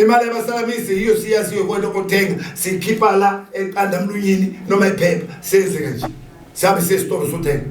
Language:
Zulu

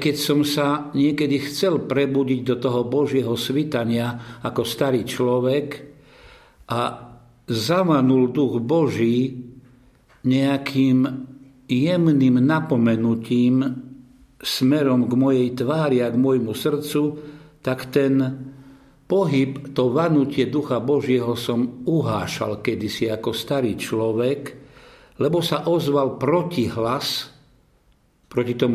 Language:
Slovak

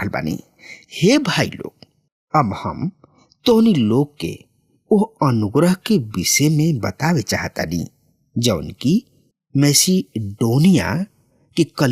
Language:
Bhojpuri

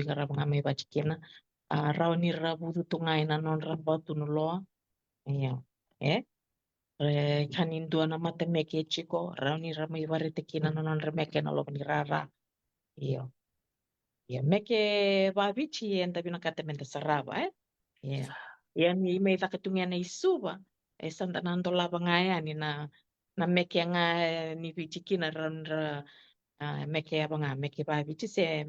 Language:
Fijian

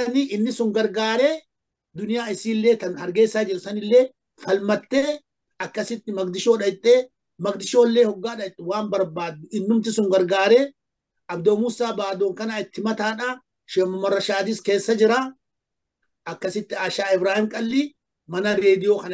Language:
Oromo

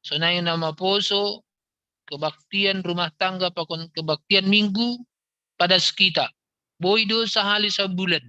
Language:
Batak Simalungun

